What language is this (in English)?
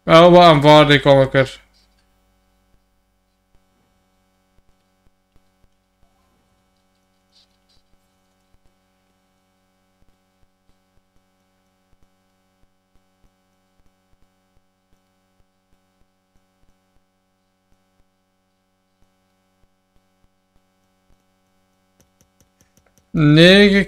Dutch